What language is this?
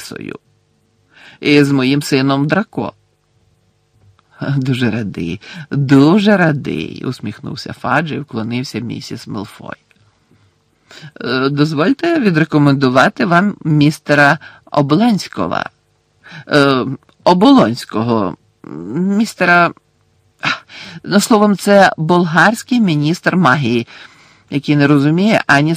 Ukrainian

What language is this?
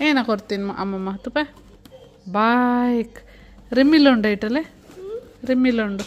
Tulu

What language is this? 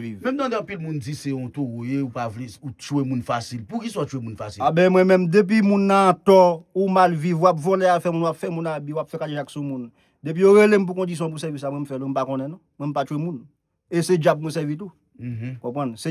Haitian Creole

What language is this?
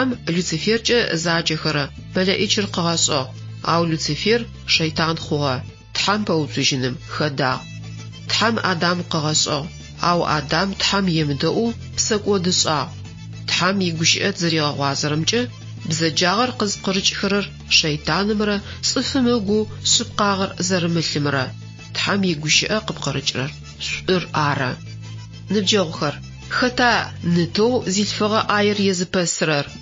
Adyghe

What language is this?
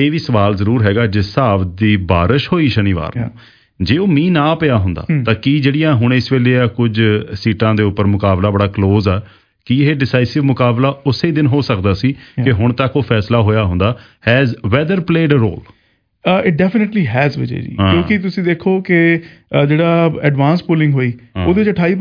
Punjabi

